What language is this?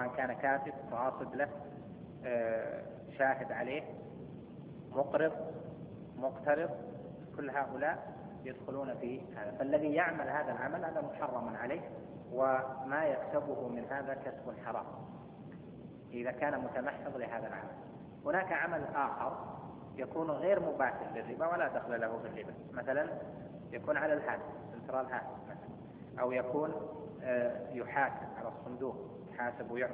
Arabic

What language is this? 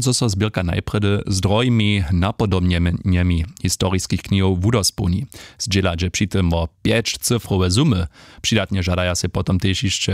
Upper Sorbian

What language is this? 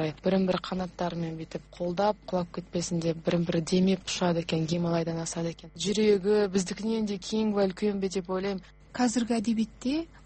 Kazakh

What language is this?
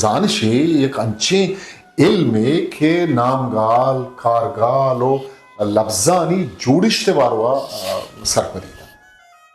Eastern Balochi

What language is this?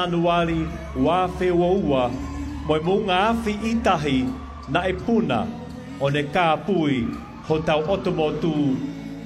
Tongan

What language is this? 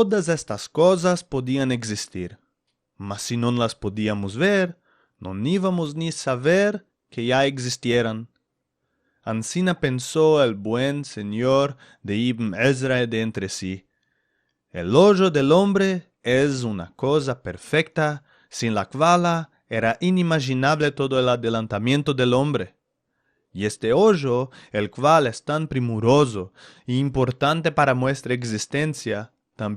Ladino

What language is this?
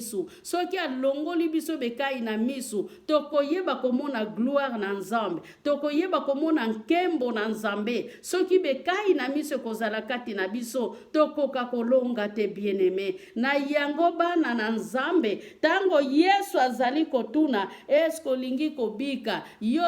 Lingala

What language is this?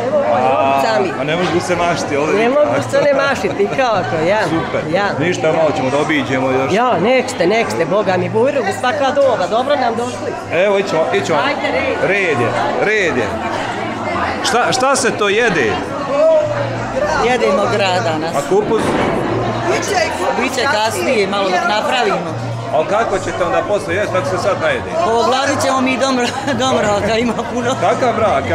Bosnian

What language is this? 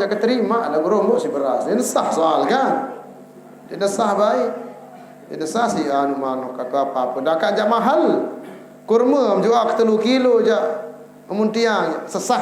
Sasak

